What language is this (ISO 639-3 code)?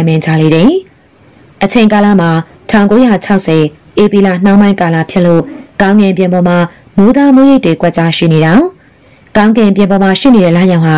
mya